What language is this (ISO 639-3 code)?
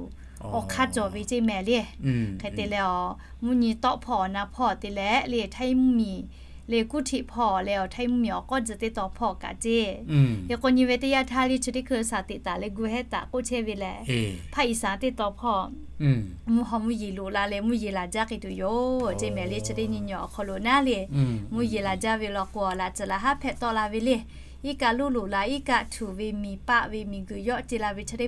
lhu